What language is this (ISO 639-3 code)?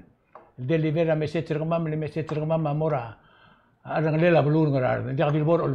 pau